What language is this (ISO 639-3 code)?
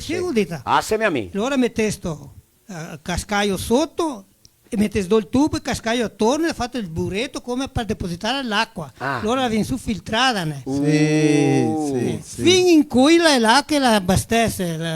vec